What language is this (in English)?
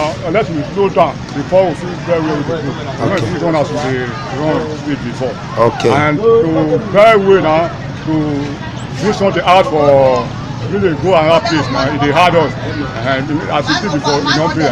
Nigerian Pidgin